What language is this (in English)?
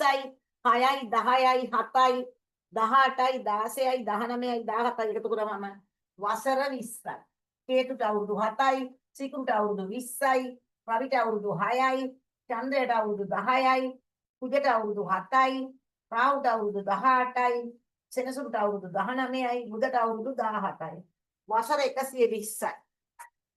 Sinhala